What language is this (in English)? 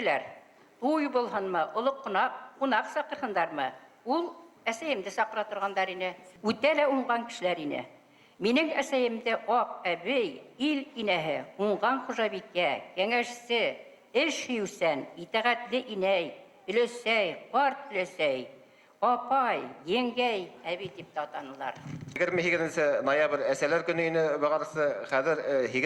Bashkir